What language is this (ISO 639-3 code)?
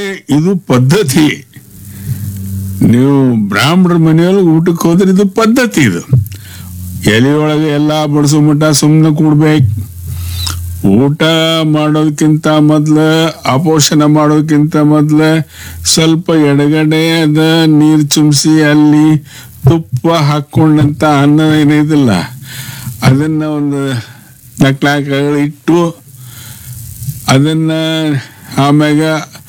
kan